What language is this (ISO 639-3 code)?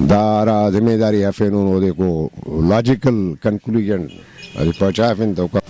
brh